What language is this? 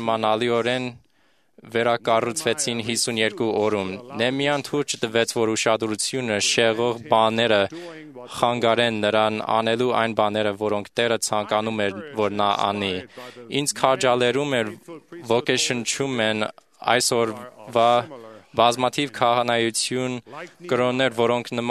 Armenian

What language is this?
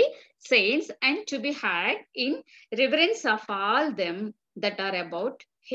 Telugu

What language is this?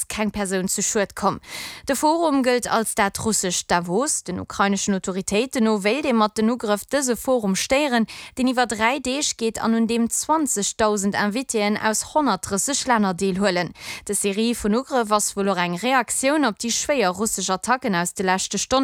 Luxembourgish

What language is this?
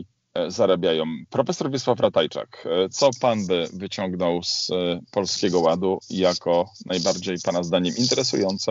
Polish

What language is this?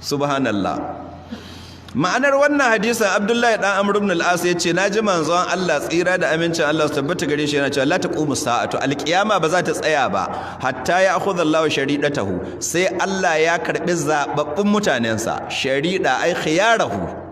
Hausa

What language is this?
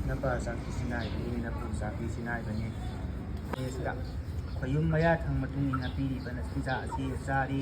Manipuri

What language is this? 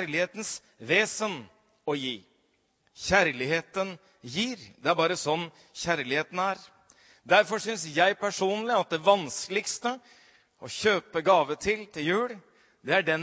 Norwegian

